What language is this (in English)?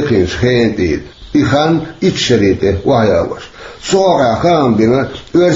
Chechen